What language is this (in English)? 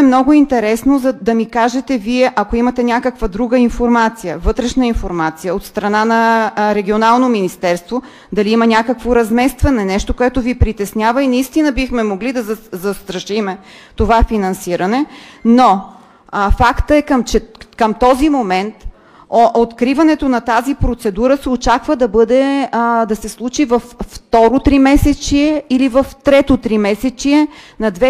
Bulgarian